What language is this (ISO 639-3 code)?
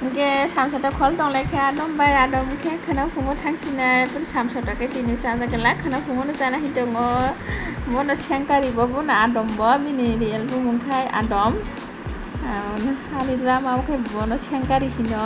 trp